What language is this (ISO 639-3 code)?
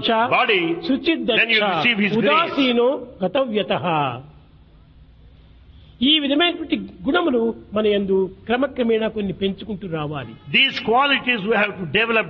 tel